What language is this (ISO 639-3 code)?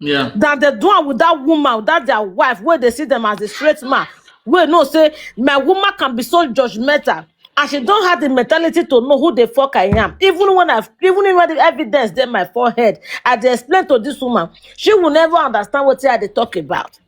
pcm